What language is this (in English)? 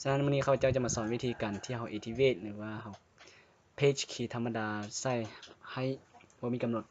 Lao